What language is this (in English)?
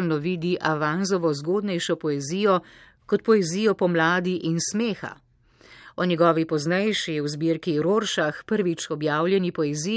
Slovenian